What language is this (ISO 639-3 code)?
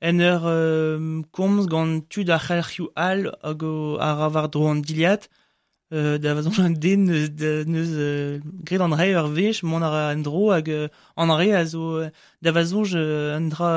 bre